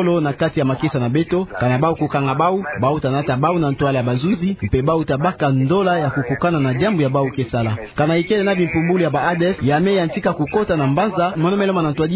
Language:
Kituba (Democratic Republic of Congo)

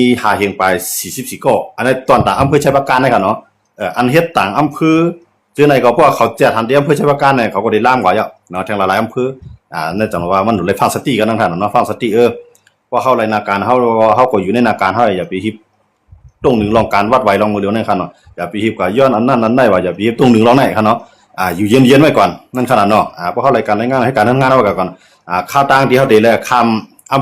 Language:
Shan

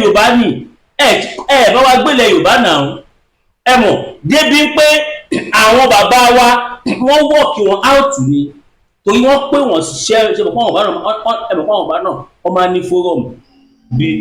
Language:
Yoruba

